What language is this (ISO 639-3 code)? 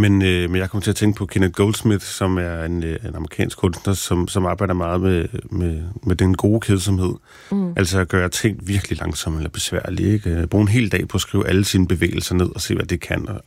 dan